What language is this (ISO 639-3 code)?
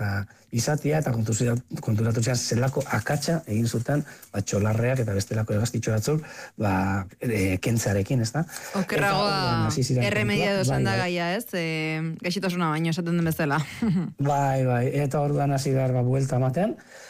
eus